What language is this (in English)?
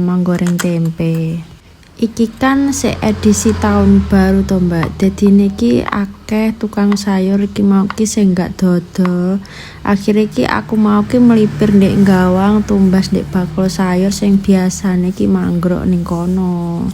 Javanese